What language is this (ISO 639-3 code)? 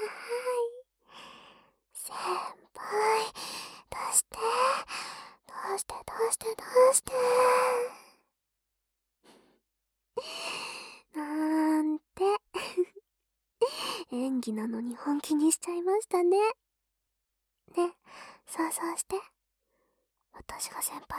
jpn